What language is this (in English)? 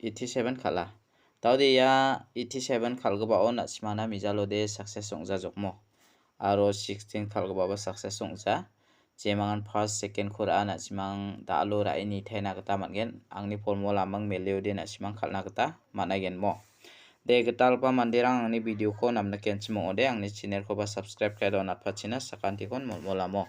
Garo